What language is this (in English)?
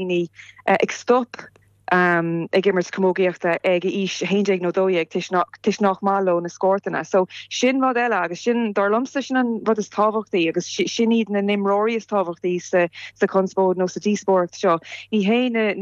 Irish